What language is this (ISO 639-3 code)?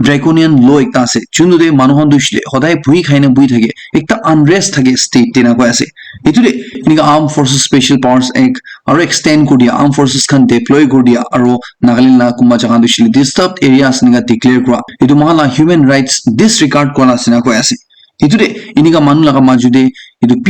nag